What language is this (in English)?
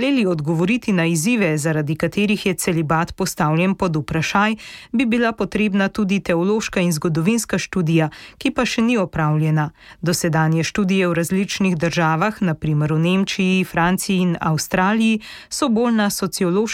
Slovenian